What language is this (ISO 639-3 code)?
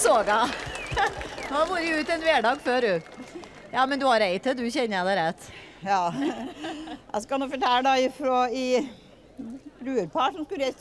nor